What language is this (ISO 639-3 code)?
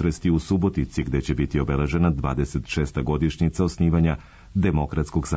srp